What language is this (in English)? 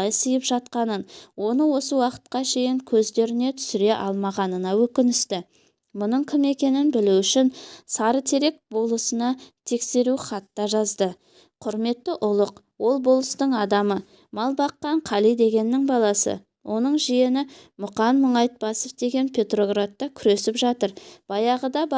Kazakh